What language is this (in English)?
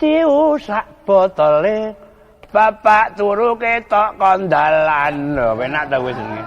Javanese